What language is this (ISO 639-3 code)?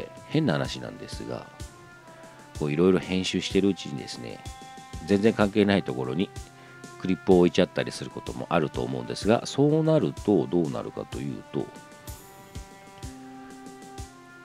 jpn